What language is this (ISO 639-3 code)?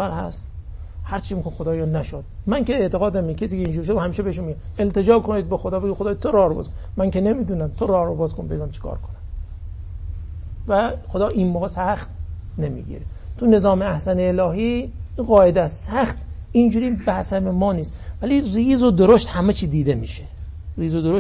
fas